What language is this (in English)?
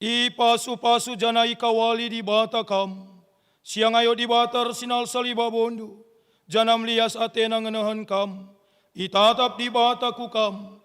Batak Karo